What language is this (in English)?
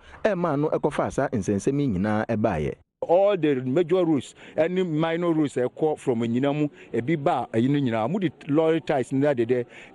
Akan